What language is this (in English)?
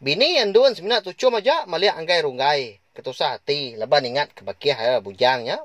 Iban